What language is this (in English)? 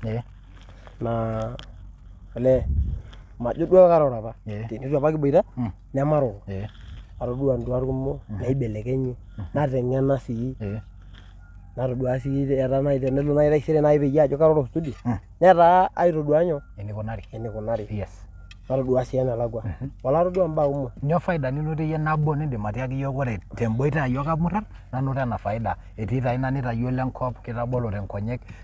Masai